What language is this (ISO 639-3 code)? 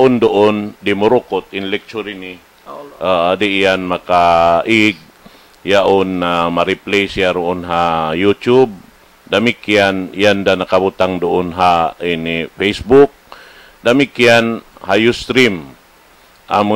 tsg